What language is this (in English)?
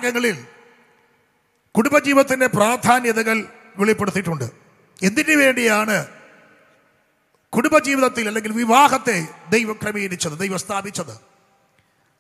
Malayalam